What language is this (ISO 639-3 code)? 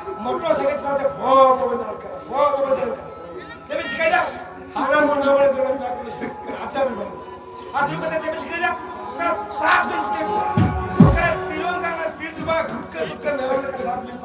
sat